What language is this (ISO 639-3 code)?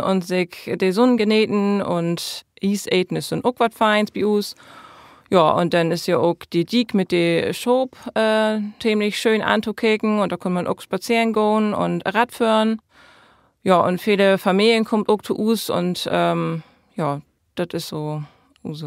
nds